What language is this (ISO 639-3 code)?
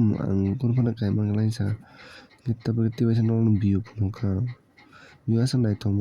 trp